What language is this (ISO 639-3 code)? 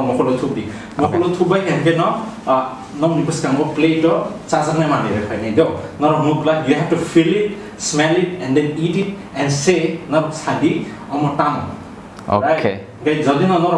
trp